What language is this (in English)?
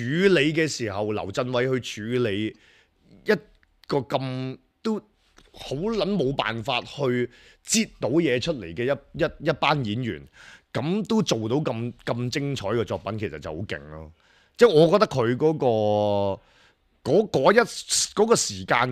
Cantonese